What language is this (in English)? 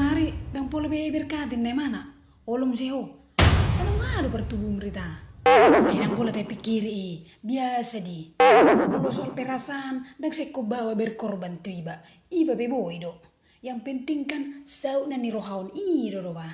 Batak Toba